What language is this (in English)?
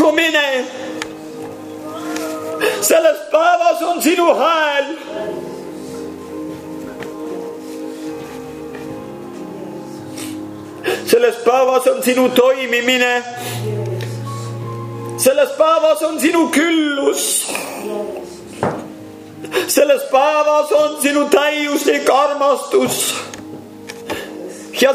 Estonian